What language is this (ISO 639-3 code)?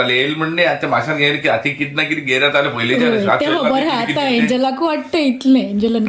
kok